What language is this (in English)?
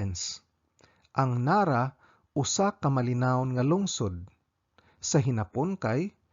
Cebuano